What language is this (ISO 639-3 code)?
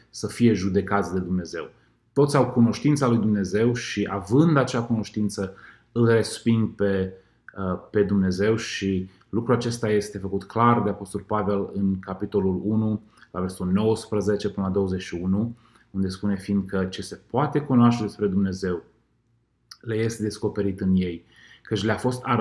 ron